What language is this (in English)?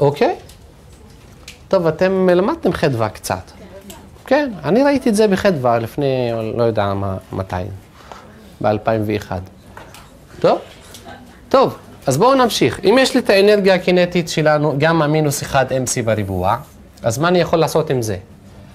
Hebrew